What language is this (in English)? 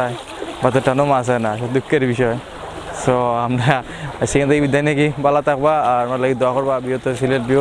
Sylheti